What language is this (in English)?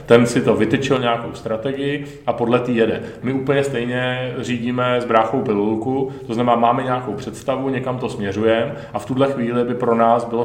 Czech